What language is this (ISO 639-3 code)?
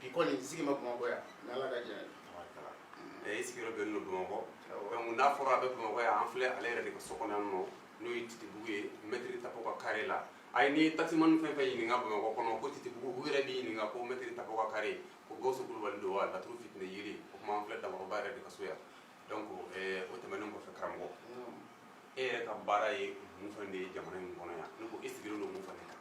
bam